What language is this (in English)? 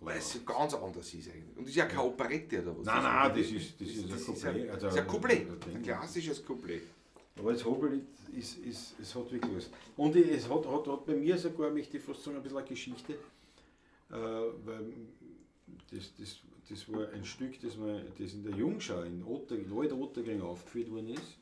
Bavarian